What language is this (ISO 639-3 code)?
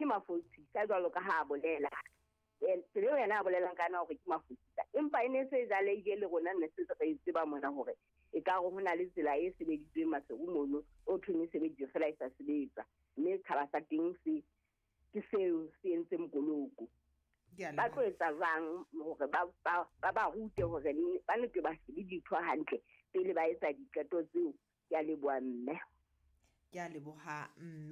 sot